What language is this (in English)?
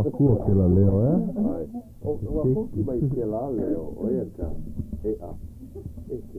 Hawaiian